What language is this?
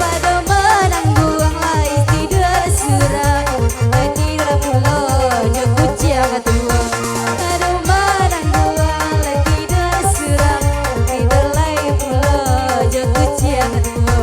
Minangkabau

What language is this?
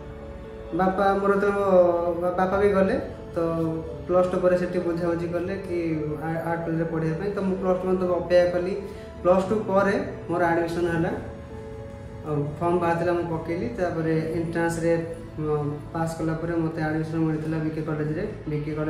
Odia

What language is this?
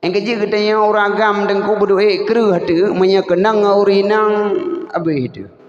Achinese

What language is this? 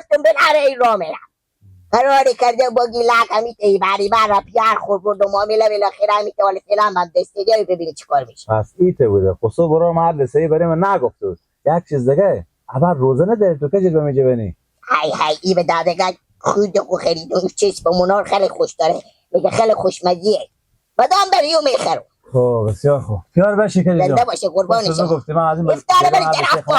Persian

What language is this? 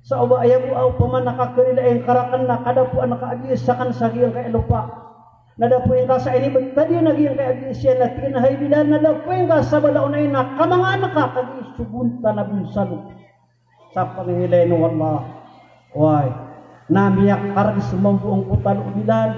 Maranao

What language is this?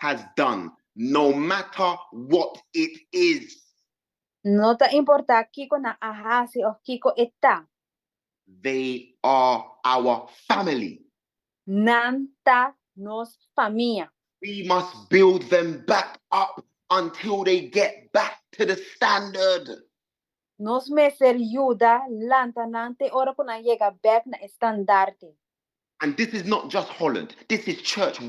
Papiamento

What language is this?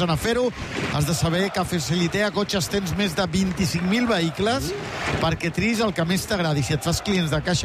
Catalan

